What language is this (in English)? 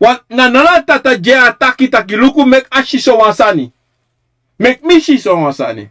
Sranan Tongo